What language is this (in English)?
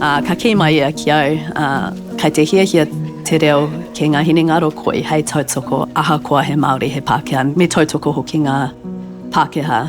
Māori